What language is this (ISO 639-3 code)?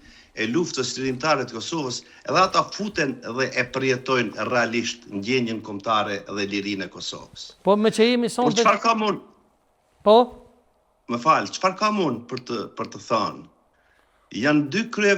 sqi